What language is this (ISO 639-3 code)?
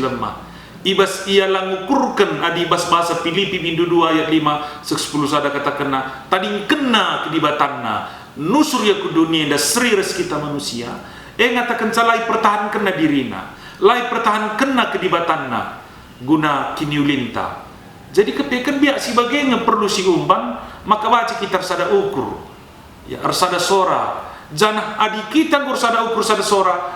btx